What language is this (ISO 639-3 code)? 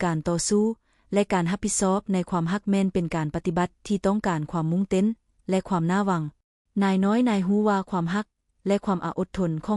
lao